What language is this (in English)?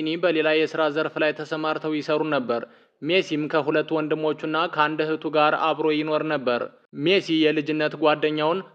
Amharic